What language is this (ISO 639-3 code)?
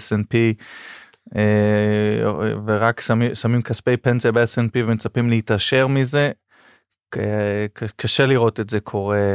heb